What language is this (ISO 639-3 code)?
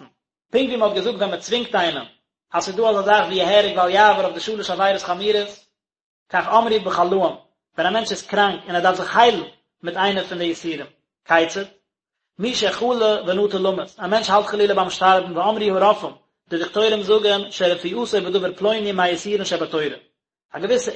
yid